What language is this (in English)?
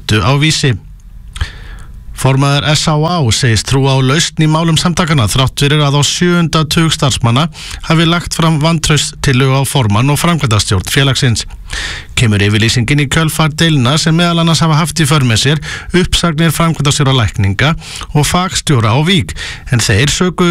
Icelandic